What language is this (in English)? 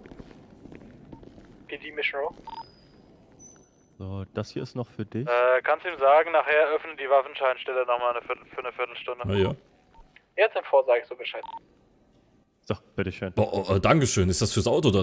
German